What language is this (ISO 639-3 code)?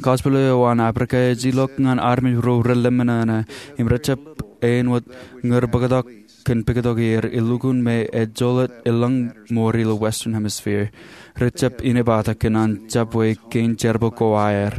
mah